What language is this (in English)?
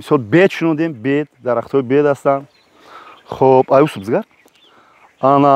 Tajik